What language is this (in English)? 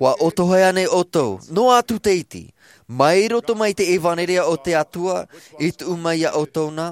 Tahitian